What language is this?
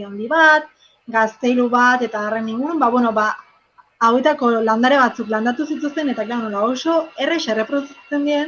Basque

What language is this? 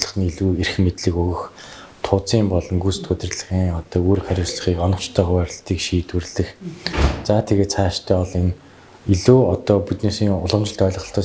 Mongolian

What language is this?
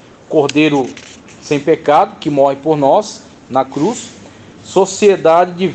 Portuguese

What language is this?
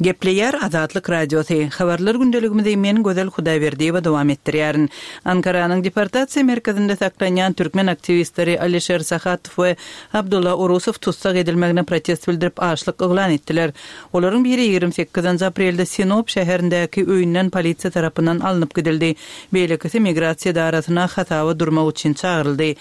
Turkmen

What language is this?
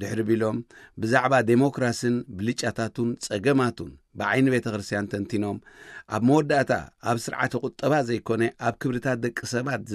Tigrinya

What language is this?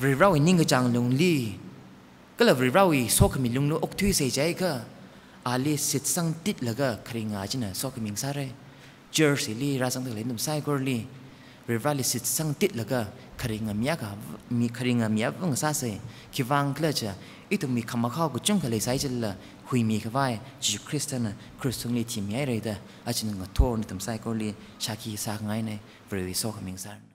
Tangkhul Naga (India)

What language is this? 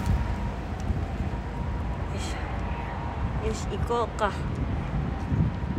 Japanese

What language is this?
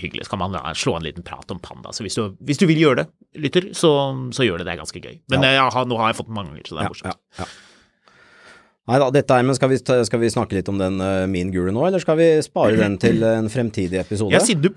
Norwegian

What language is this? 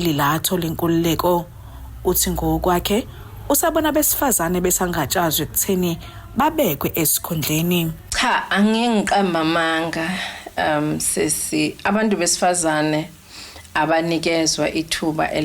Zulu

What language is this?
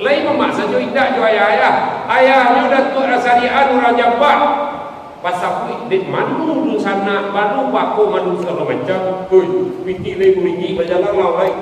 Minangkabau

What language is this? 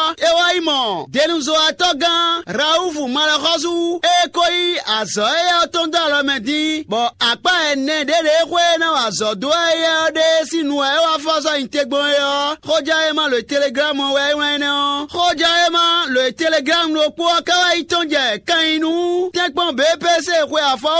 Fon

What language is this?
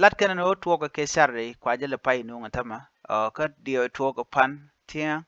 Nuer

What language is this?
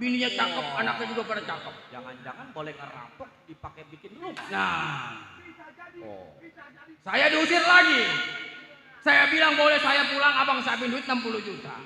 Betawi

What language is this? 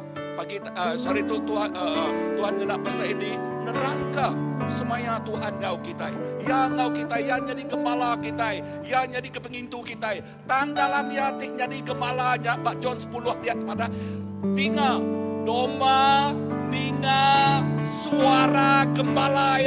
Iban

